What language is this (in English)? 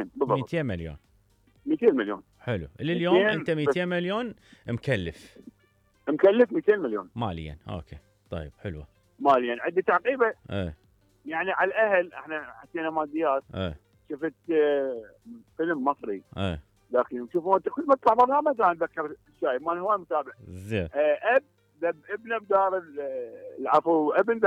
Mesopotamian Arabic